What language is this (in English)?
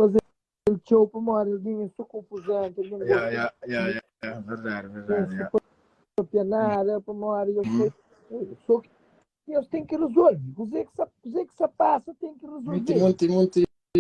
Kabuverdianu